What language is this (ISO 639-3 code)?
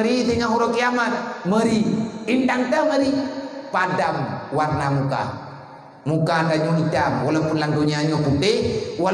ace